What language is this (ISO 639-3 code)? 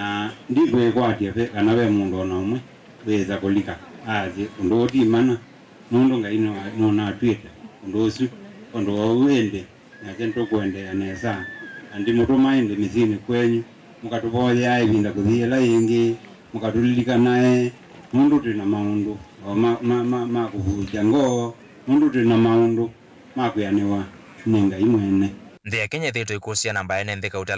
kam